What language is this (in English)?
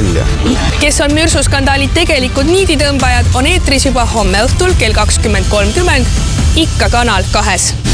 Estonian